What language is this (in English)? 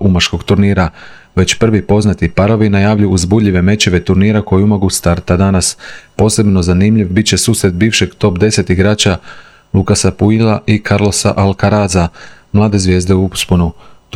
Croatian